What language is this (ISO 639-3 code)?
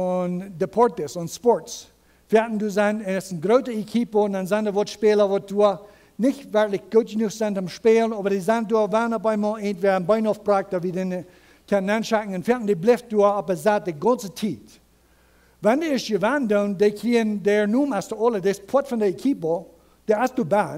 pdt